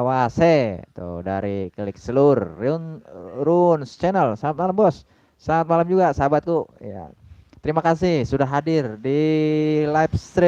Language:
Betawi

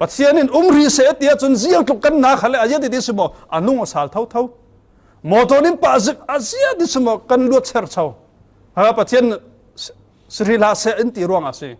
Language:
Falam Chin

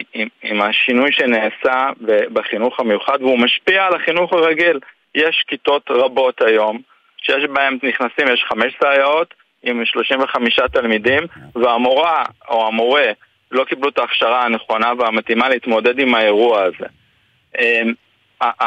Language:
Hebrew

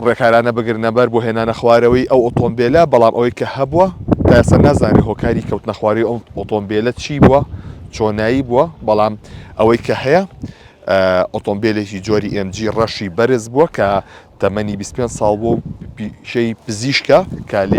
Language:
Central Kurdish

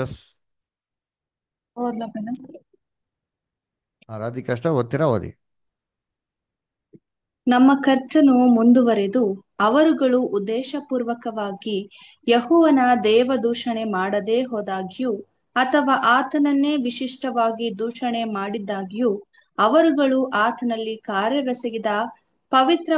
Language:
Kannada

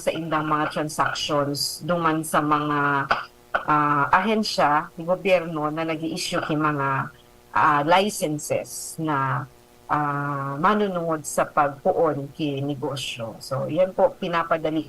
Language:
Bikol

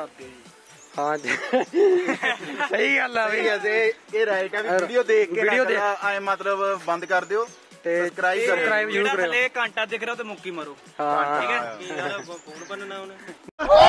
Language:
Punjabi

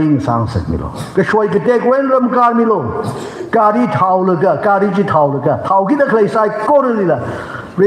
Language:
Tangkhul Naga (India)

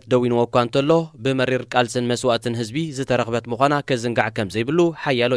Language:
Tigrinya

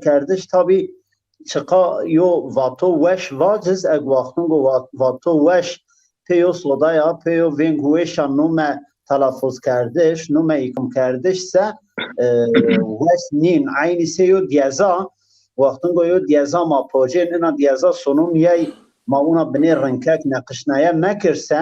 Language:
Zaza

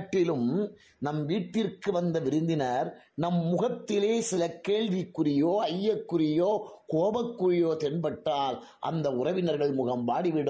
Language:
Tamil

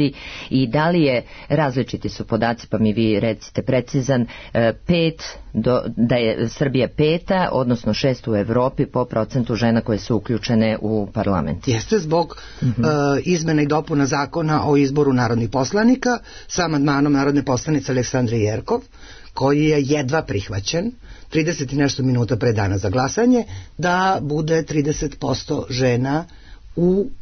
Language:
Serbian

